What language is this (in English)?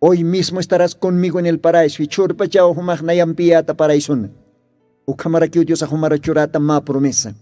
Aymara